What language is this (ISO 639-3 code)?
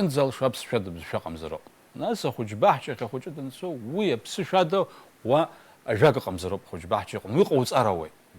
abk